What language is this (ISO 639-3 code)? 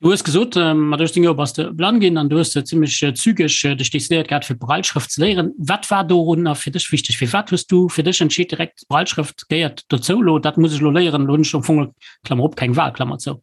ltz